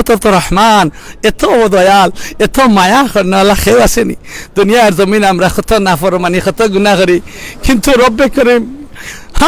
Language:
Sylheti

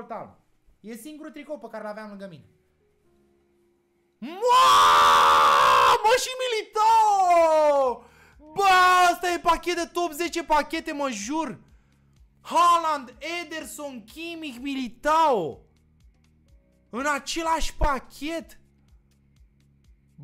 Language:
Romanian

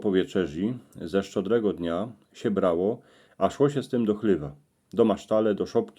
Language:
Silesian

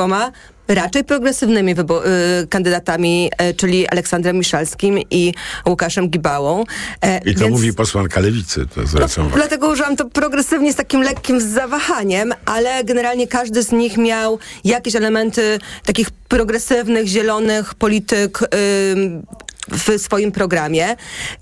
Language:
Polish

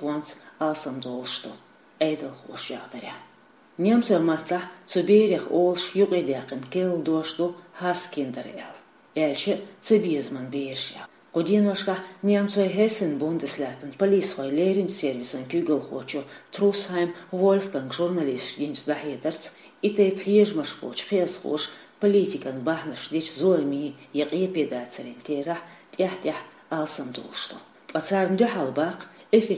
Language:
Chechen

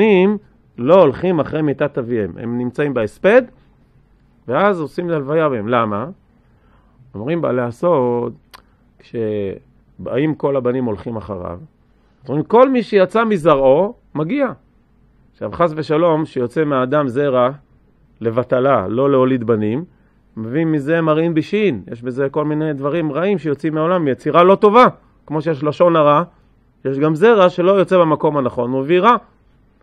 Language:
Hebrew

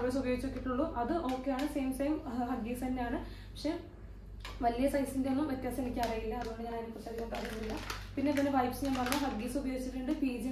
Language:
Malayalam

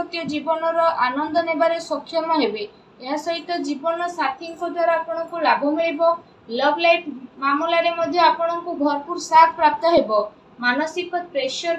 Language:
Odia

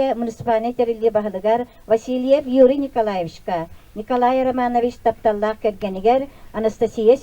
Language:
Yakut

